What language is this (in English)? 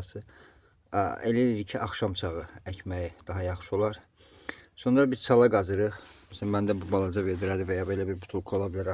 Azerbaijani